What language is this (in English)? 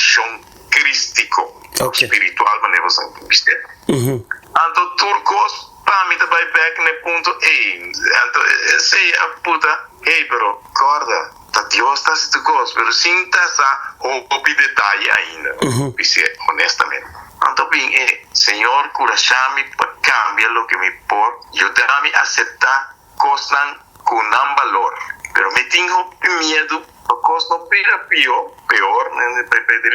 Papiamento